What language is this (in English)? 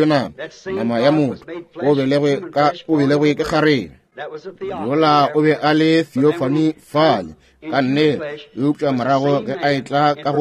Northern Sotho